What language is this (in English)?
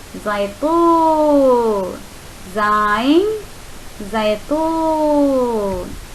Divehi